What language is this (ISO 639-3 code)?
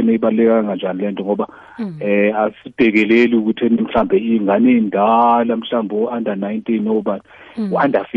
nbl